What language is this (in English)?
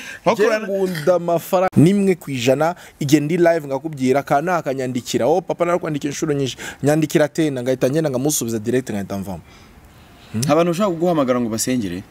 Kinyarwanda